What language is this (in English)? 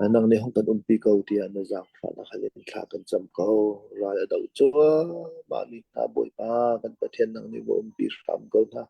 Hakha Chin